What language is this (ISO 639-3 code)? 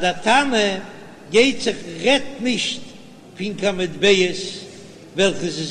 yid